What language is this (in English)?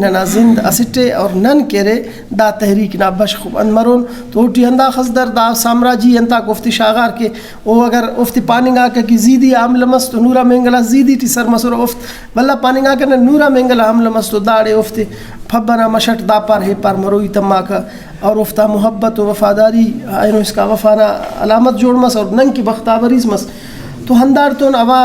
Brahui